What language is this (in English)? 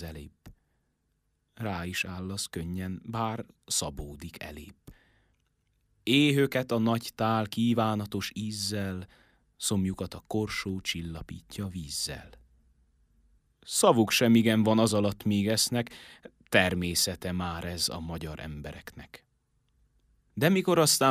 Hungarian